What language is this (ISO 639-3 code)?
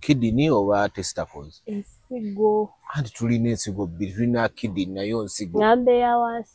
lug